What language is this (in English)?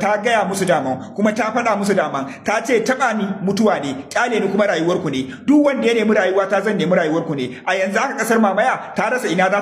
Hausa